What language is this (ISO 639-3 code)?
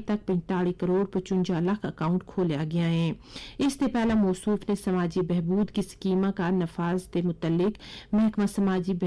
gju